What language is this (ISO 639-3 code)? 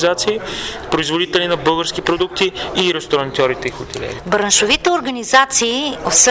bul